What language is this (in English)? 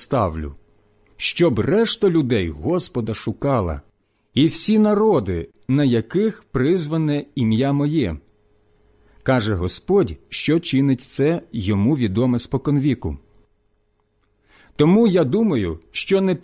Ukrainian